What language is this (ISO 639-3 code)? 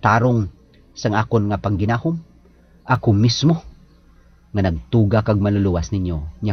hil